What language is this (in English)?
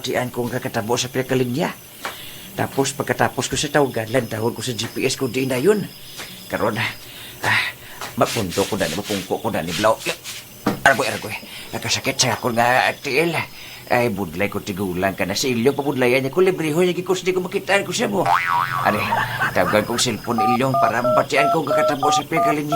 Hiligaynon